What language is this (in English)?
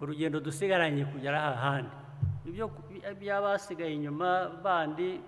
Kinyarwanda